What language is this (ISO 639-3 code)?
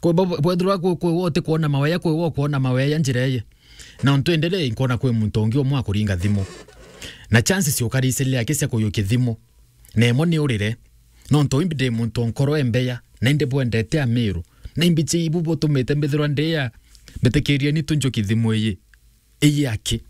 mer